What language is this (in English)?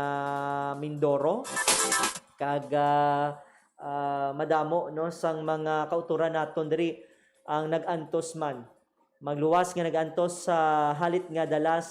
Hiligaynon